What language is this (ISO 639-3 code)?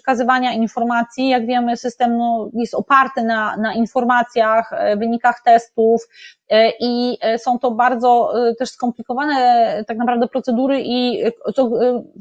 pol